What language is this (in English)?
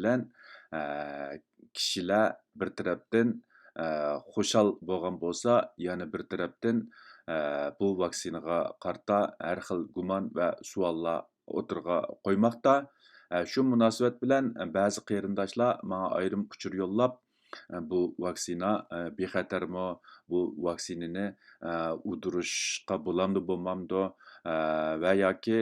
Uyghur